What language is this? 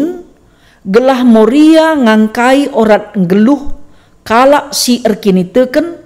Batak Karo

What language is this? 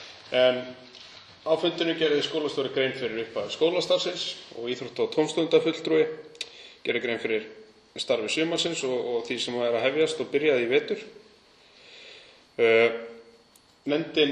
Icelandic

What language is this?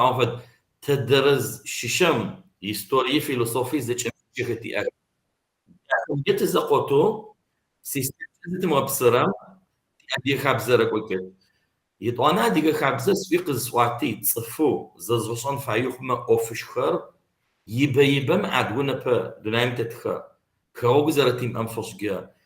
Kabardian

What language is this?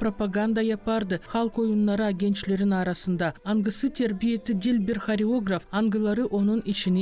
Gagauz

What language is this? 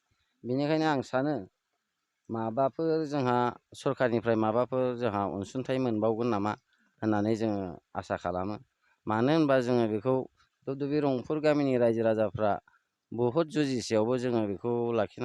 Bodo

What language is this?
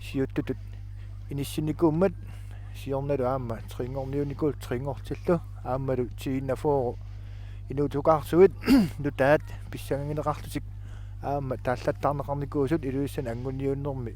Kalaallisut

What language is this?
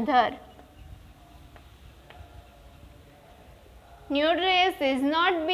Gujarati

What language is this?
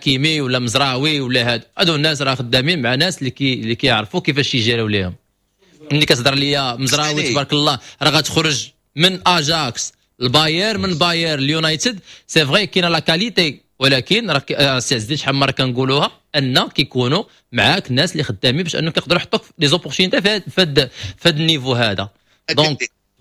Moroccan Arabic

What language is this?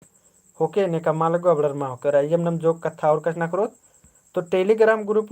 Kurukh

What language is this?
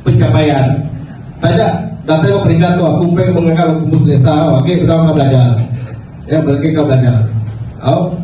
Iban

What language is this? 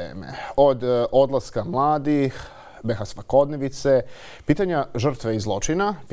Bosnian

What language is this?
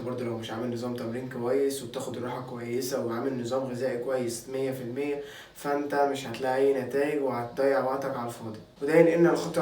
Egyptian Arabic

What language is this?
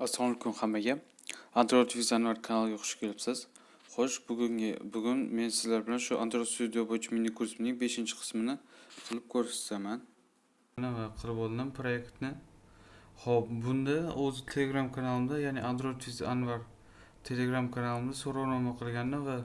Uzbek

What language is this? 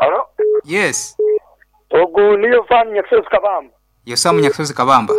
Nyankole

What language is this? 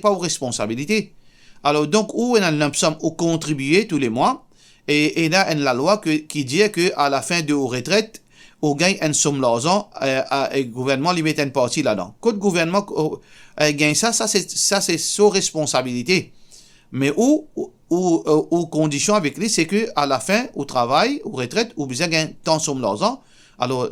Morisyen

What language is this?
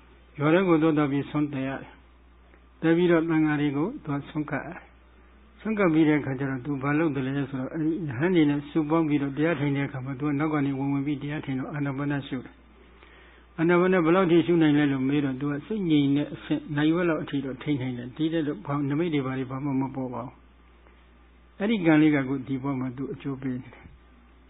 Burmese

